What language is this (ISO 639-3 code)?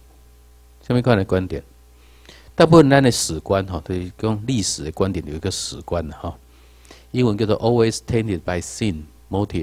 zho